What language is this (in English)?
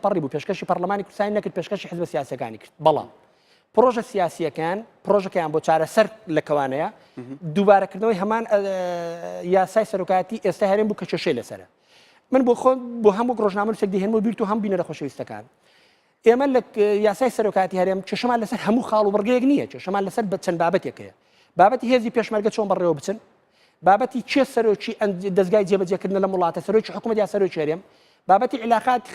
Central Kurdish